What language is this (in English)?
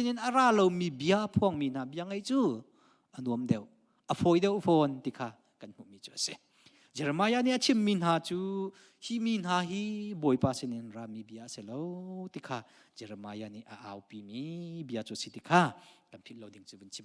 Hakha Chin